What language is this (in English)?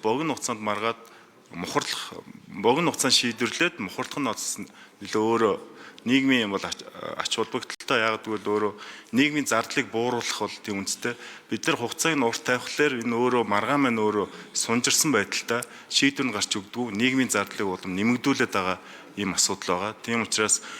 Mongolian